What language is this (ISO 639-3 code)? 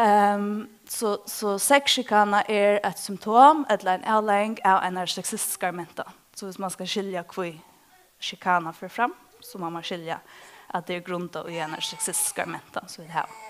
fao